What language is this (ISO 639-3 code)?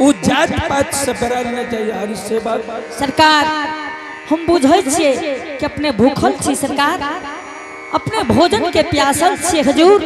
anp